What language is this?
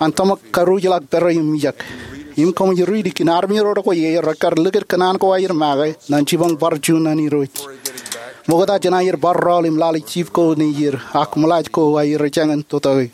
Marshallese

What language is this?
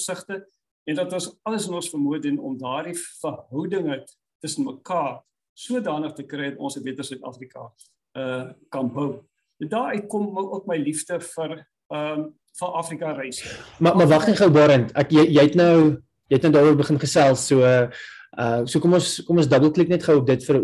Afrikaans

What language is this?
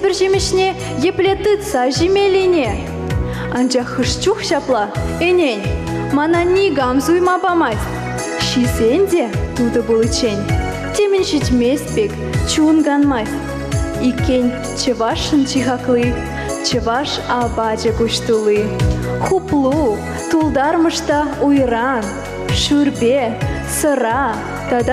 Chuvash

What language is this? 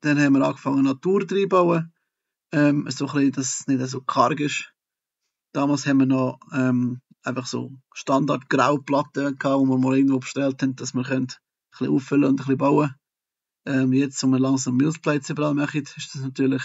Swiss German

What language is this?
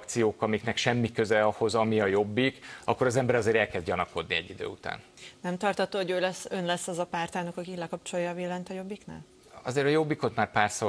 Hungarian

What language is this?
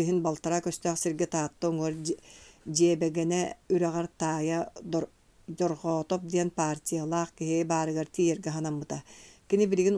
Yakut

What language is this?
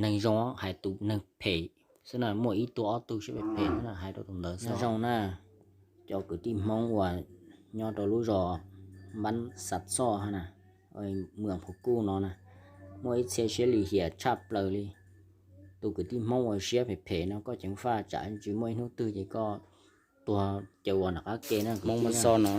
Hmong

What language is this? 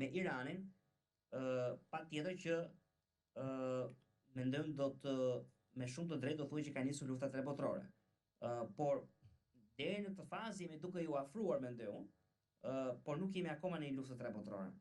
Albanian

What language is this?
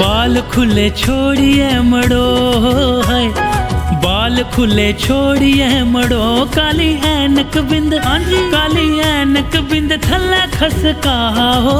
Dogri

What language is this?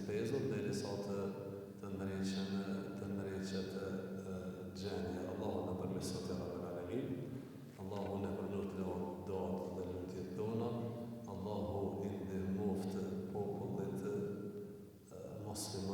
Albanian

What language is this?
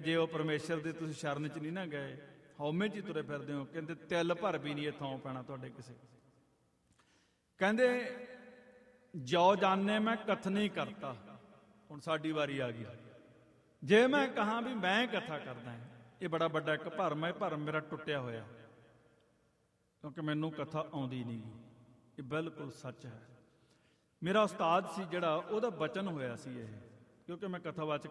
Punjabi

